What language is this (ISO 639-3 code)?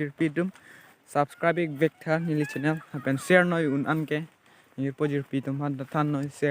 mjw